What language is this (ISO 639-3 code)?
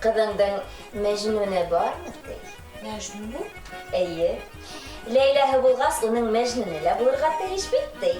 bak